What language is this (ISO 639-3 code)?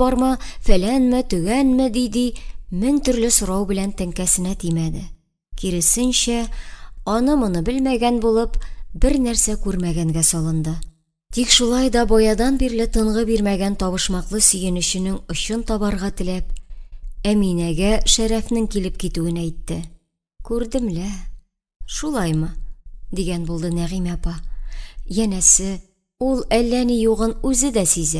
tat